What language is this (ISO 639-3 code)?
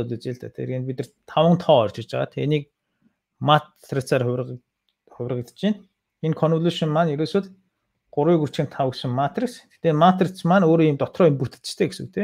mon